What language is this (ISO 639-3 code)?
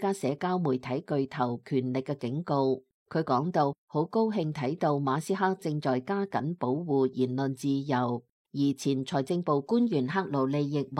yue